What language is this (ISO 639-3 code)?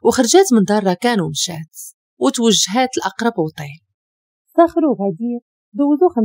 ary